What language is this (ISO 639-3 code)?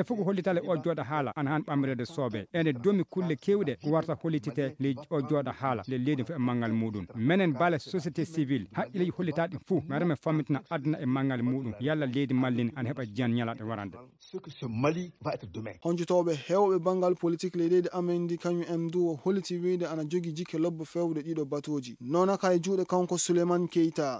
ful